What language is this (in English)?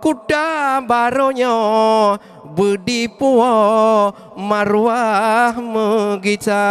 Achinese